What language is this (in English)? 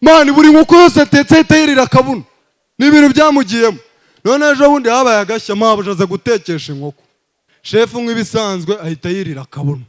Kinyarwanda